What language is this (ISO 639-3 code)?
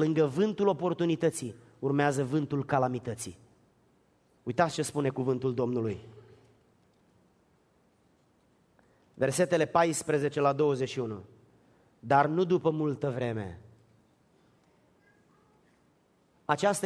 ron